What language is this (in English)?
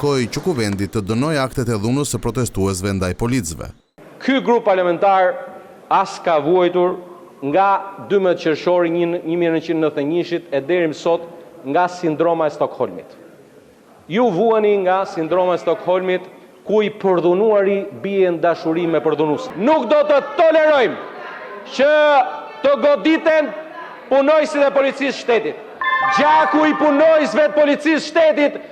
Albanian